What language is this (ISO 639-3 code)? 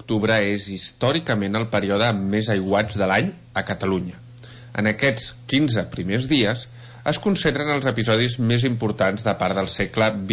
cat